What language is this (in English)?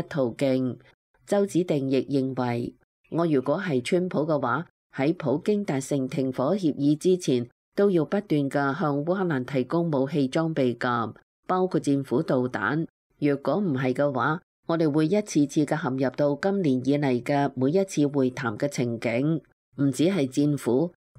Cantonese